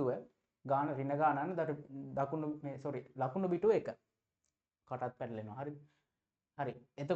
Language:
Sinhala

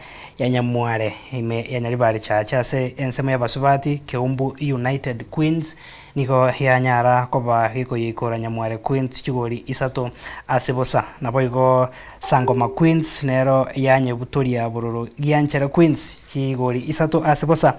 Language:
Gusii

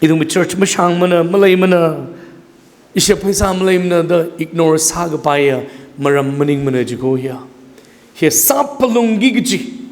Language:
Tangkhul Naga (India)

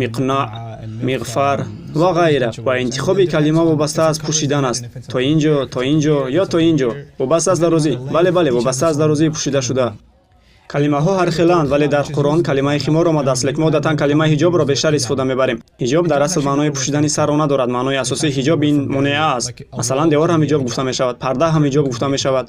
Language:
Tajik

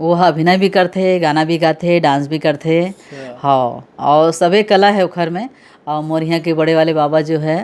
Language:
Chhattisgarhi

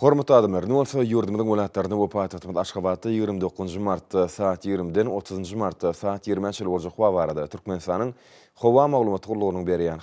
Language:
Turkmen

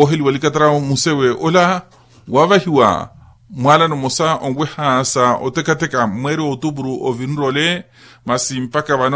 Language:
Makhuwa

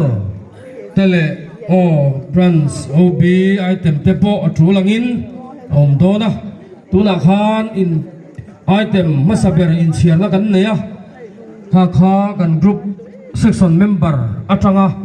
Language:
Mizo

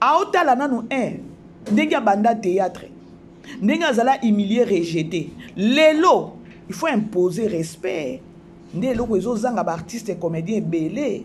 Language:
Lingala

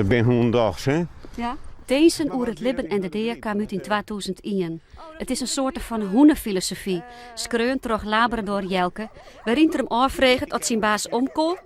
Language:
Western Frisian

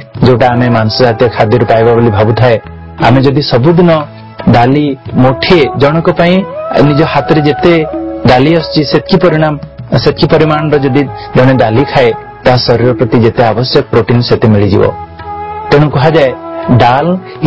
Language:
Odia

